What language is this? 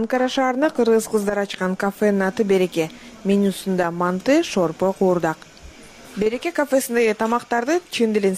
Kyrgyz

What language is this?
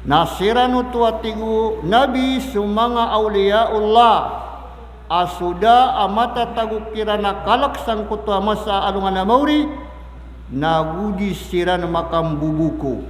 Maranao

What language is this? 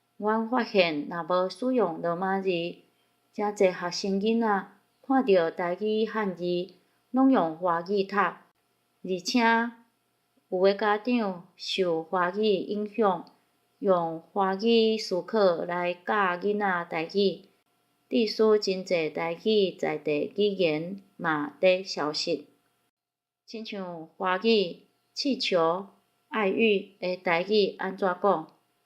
Min Nan Chinese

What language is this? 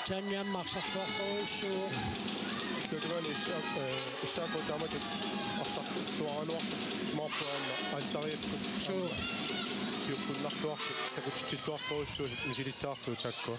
Kalaallisut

